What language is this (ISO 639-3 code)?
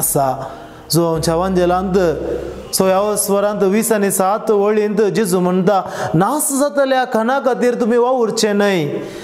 kok